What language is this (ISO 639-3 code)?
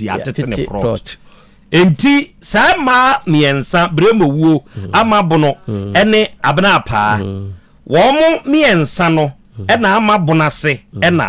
aka